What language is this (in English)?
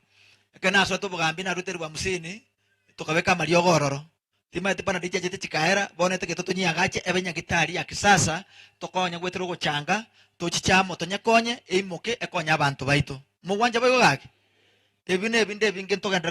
Gusii